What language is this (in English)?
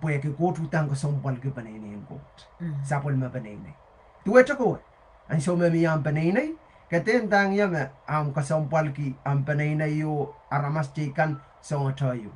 Pohnpeian